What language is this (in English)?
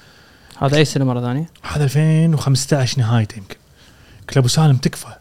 Gulf Arabic